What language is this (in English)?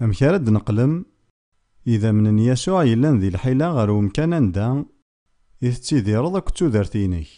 Kabyle